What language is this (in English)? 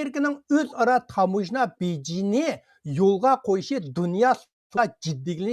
Uyghur